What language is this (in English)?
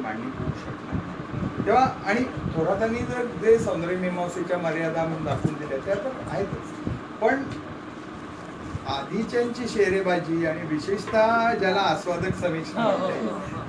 Marathi